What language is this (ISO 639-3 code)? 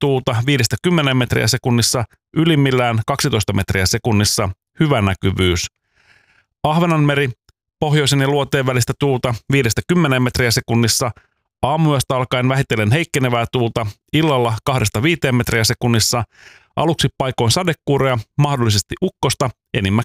fin